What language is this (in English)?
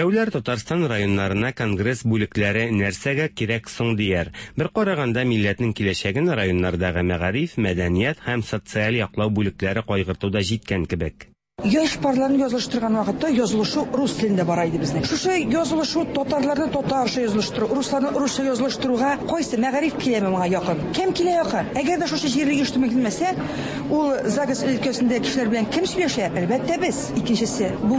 Tatar